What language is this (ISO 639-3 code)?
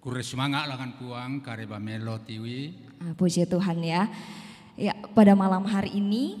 sda